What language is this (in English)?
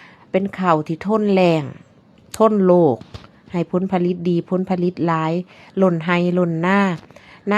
Lao